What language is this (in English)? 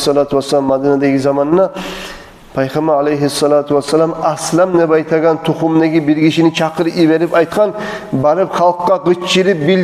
Kumyk